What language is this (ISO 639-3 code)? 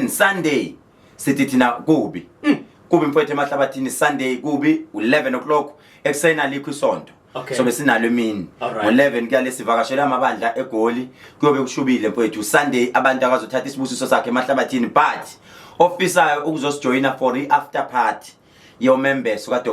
zul